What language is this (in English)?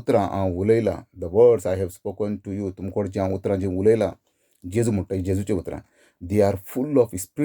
Konkani